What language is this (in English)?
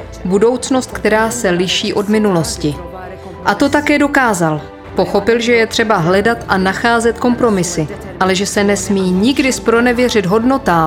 Czech